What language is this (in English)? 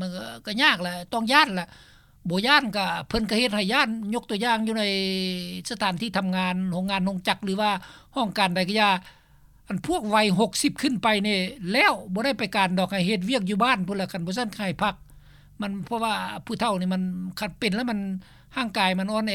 Lao